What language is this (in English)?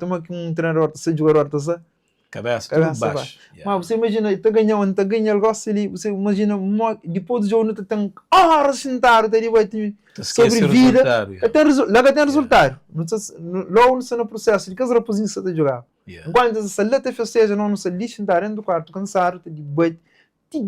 Kabuverdianu